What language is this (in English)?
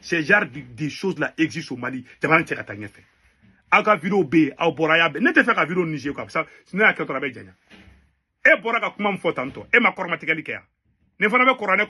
Bambara